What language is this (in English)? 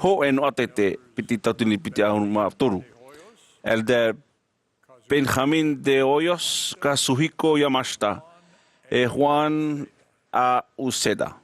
Tahitian